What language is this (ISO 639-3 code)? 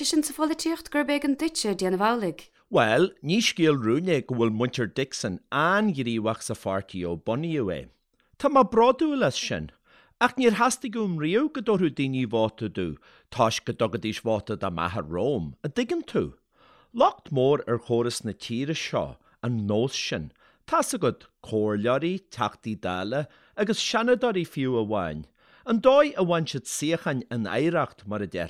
gle